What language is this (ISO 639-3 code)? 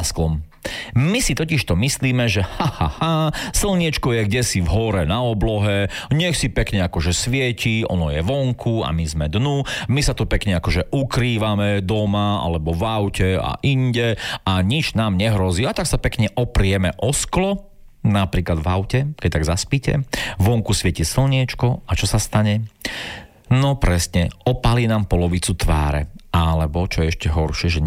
slk